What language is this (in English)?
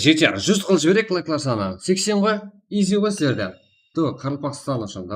Kara-Kalpak